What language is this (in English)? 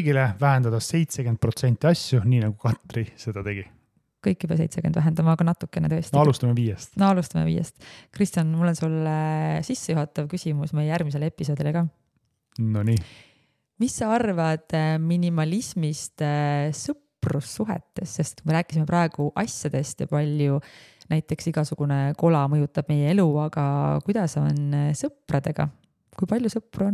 Estonian